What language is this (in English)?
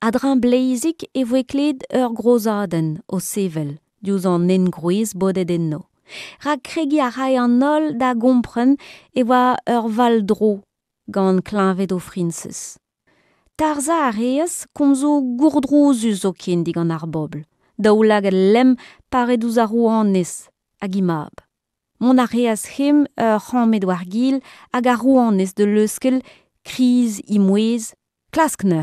Breton